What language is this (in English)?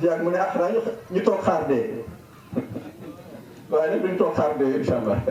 Wolof